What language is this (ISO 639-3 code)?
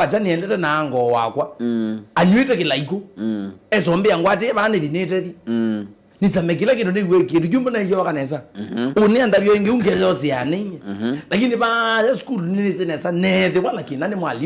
kam